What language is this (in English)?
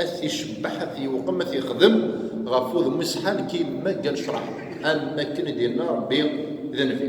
Kabyle